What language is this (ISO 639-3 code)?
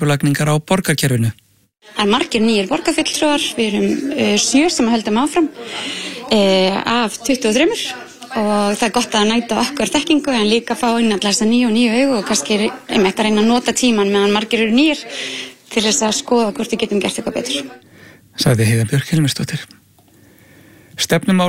isl